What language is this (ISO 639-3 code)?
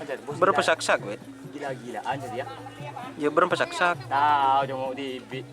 mad